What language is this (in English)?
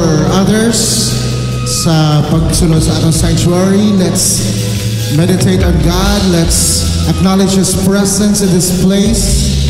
Hiligaynon